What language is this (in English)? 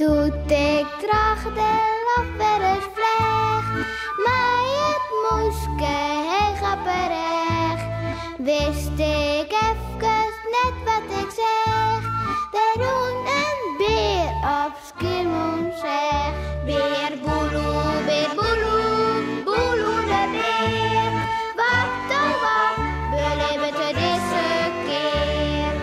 Western Frisian